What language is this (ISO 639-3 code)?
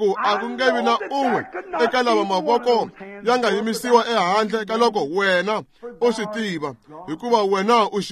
tso